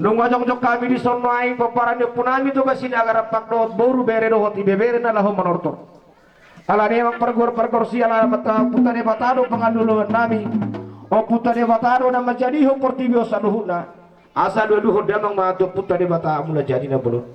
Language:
Batak Toba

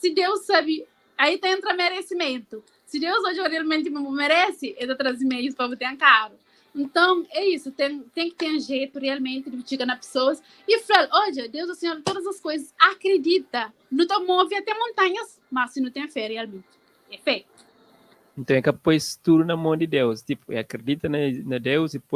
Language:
Kabuverdianu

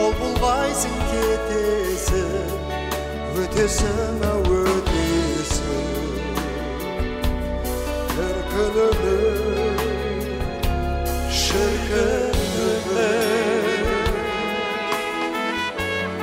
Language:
Kazakh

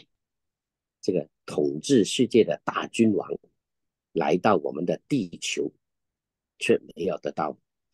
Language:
Chinese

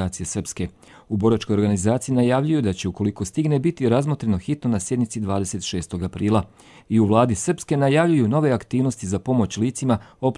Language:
Croatian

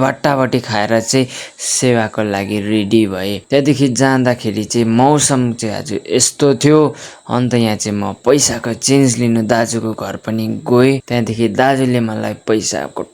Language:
Nepali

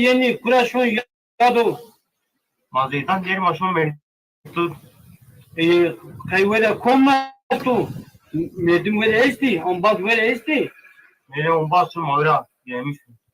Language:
Zaza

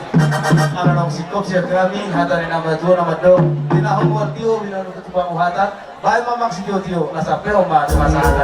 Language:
Batak Toba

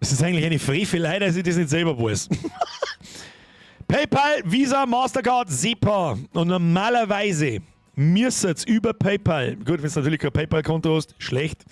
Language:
Bavarian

